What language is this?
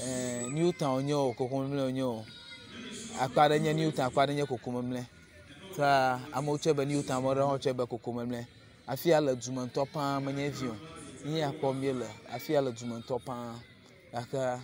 Ewe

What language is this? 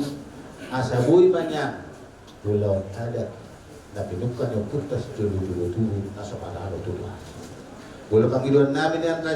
Batak Toba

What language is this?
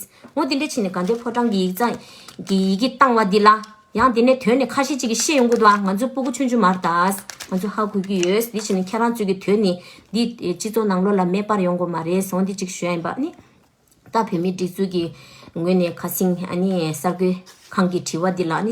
Tibetan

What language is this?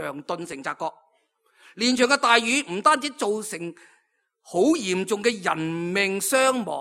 Cantonese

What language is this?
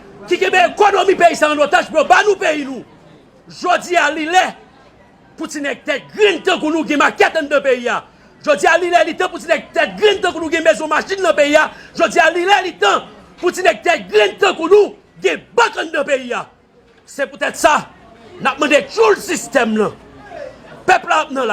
Haitian Creole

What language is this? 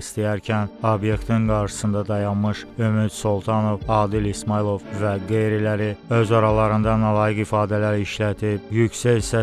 Azerbaijani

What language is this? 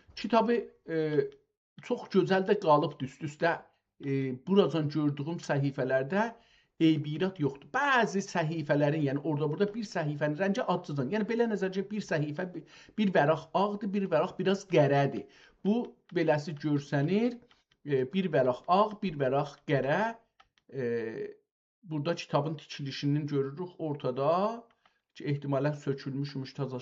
South Azerbaijani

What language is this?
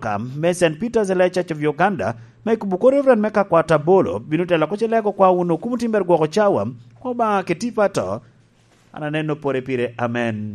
Lango (Uganda)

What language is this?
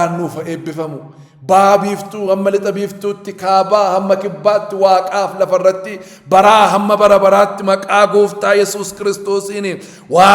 Oromo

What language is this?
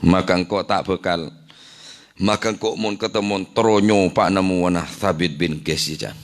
Madurese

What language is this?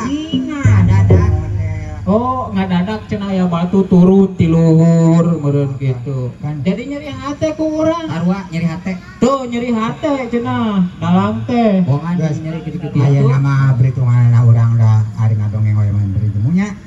Sundanese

